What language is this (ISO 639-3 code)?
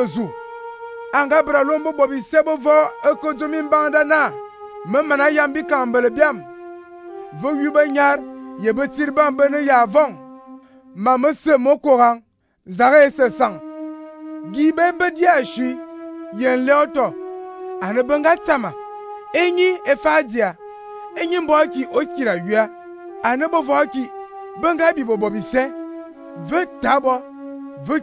fan